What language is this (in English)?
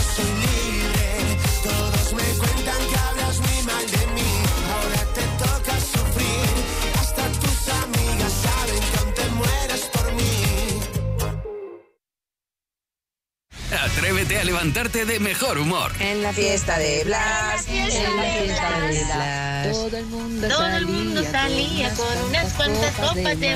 Spanish